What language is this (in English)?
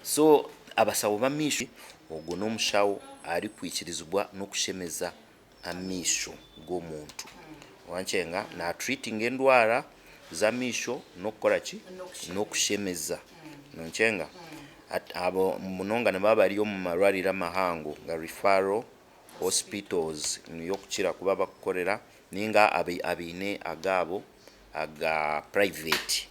Nyankole